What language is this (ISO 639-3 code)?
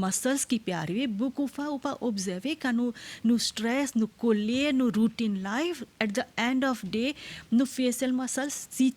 mfe